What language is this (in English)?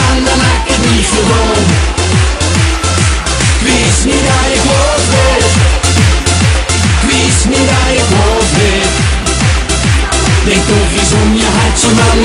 Dutch